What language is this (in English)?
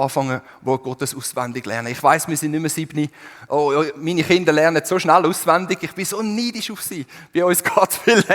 Swiss German